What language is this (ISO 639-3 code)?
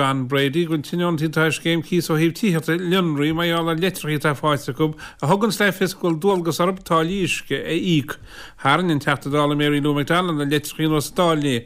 gle